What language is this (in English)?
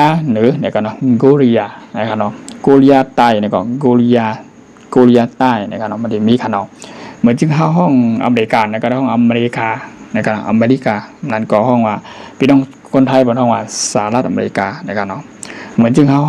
Shan